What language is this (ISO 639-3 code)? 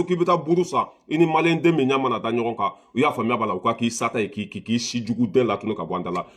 bam